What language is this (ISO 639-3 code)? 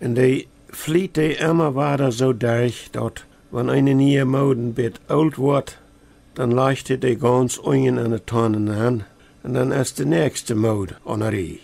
pdt